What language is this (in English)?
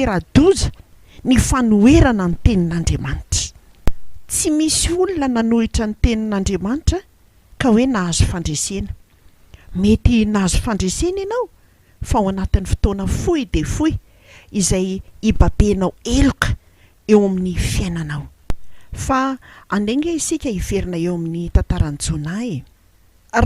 Malagasy